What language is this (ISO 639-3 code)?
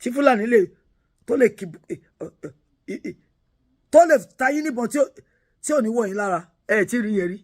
yor